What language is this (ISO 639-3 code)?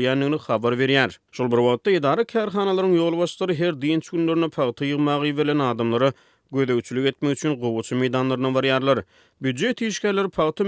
tuk